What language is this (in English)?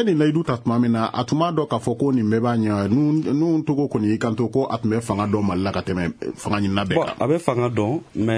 Bambara